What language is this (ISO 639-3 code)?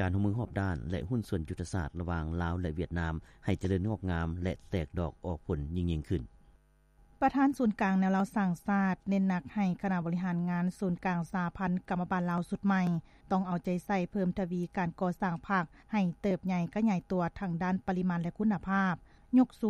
lao